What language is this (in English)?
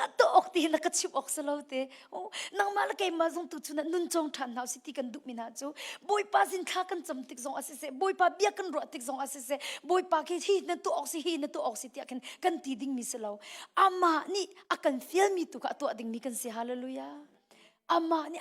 Hakha Chin